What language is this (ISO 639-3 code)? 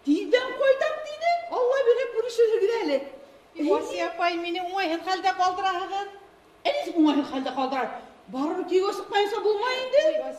bak